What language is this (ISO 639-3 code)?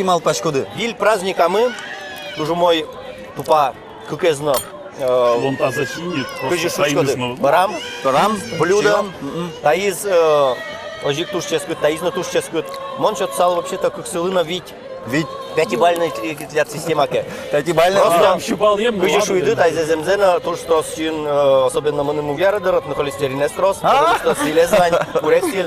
udm